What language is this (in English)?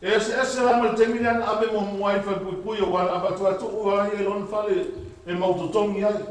Samoan